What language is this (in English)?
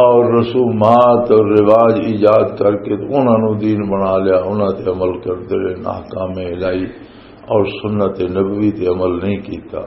Western Panjabi